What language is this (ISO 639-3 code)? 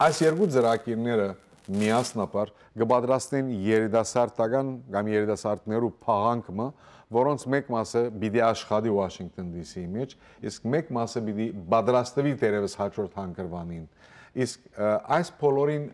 hyw